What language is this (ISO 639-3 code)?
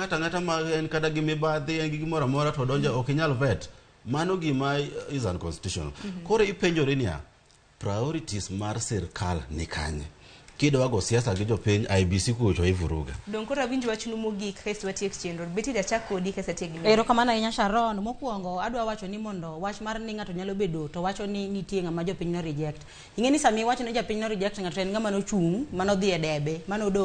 luo